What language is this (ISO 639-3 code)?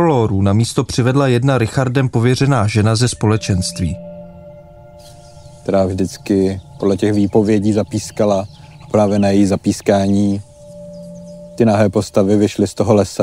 ces